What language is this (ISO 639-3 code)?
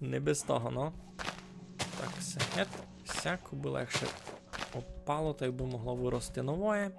rue